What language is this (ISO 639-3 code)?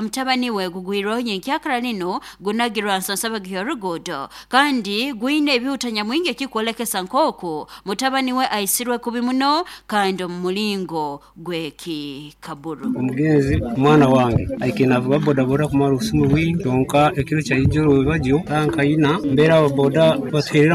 nyo